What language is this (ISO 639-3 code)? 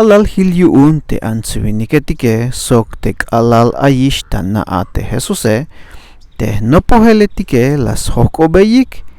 tzh